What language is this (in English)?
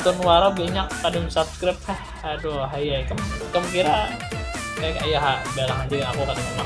Banjar